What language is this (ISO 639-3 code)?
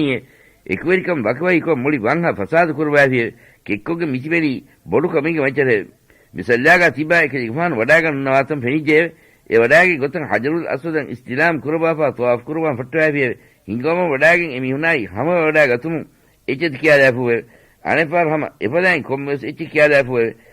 div